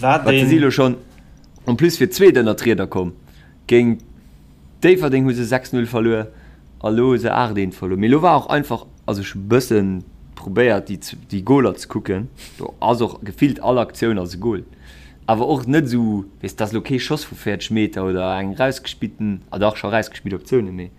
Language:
Luxembourgish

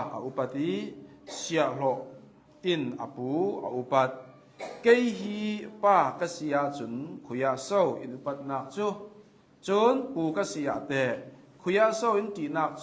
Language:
Hakha Chin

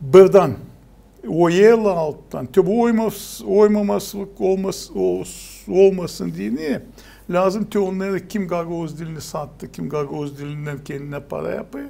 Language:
Gagauz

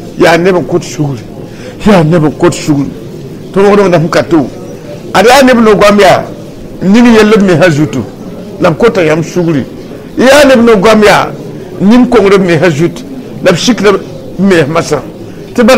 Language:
Mossi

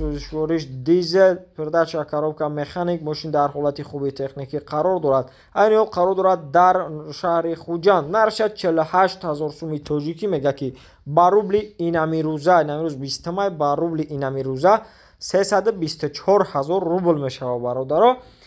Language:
Tajik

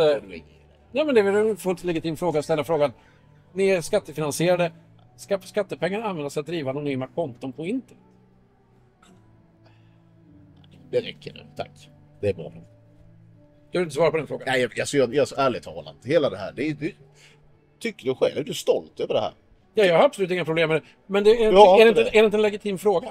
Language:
Swedish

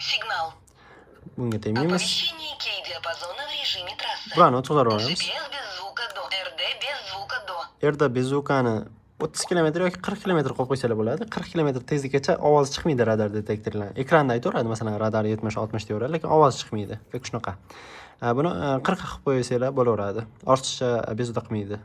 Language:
Uzbek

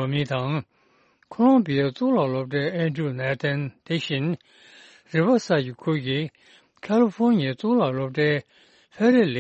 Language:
Tibetan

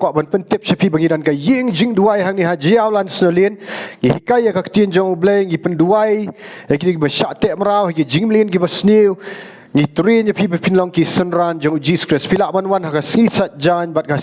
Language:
Khasi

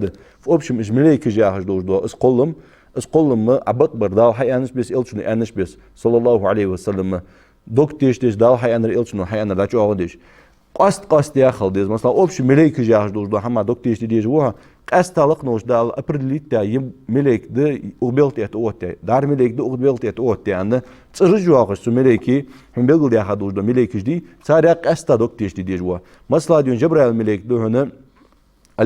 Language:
Ingush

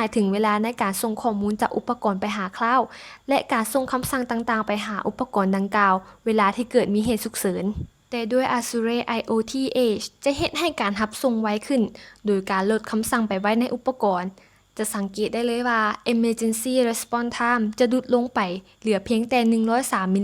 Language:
Lao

